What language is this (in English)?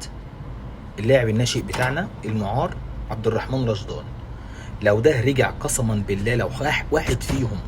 Egyptian Arabic